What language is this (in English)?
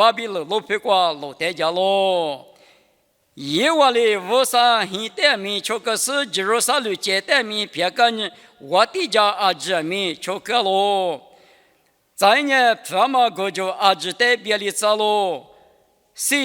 Lisu